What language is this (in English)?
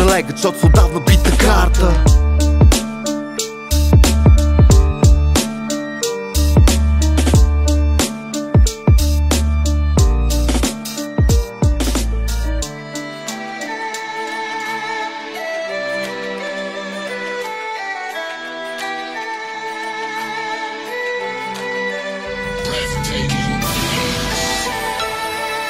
Bulgarian